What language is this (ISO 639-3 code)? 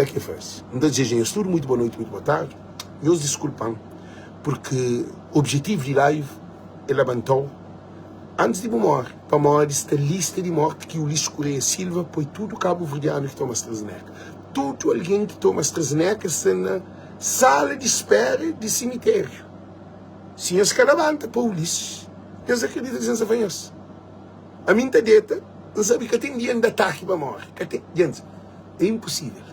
kea